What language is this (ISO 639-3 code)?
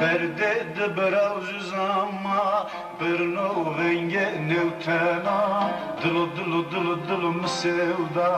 zza